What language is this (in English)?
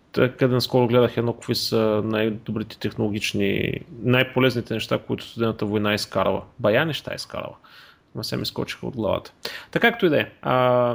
Bulgarian